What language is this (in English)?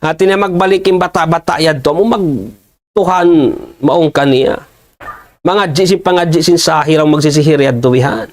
Tausug